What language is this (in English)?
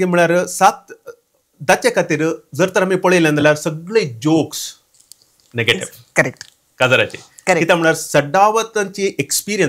Konkani